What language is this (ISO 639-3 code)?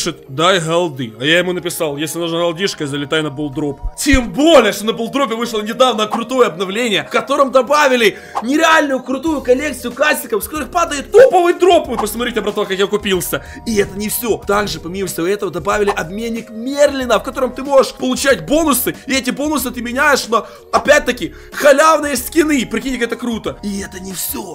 rus